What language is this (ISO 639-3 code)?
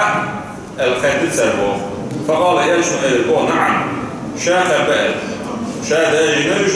che